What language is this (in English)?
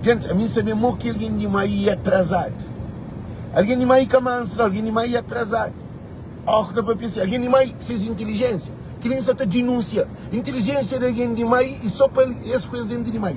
Kabuverdianu